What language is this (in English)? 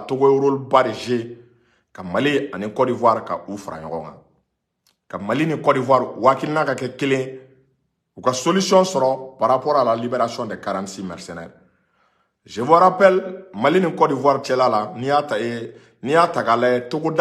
Bambara